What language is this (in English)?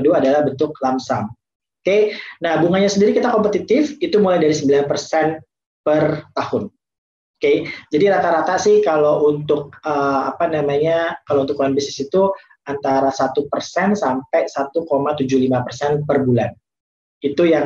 Indonesian